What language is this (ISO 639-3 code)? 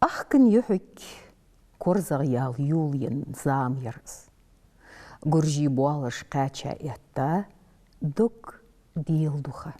inh